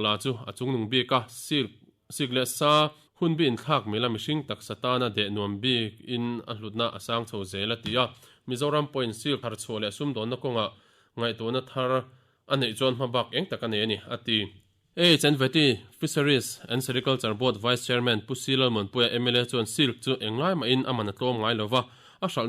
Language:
Mizo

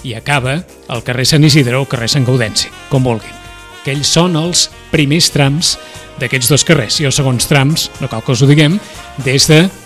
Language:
Catalan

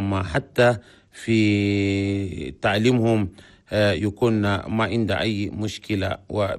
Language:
Chadian Arabic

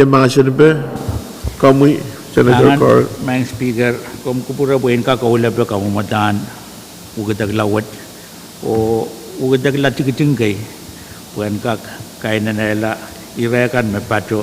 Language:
Pohnpeian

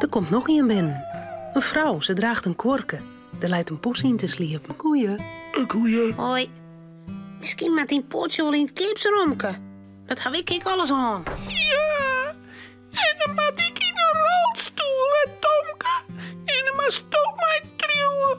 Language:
Western Frisian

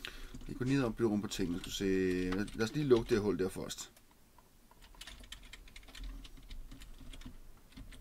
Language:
Danish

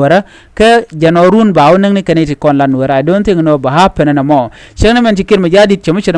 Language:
Nuer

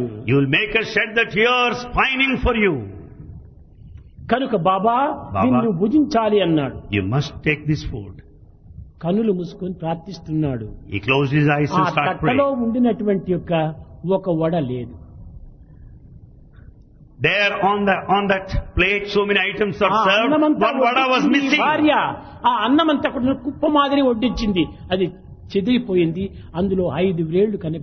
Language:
Telugu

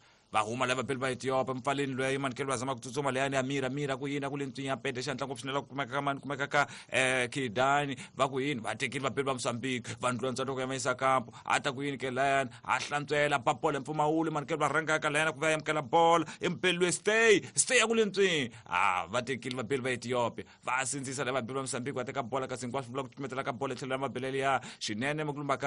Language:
Tsonga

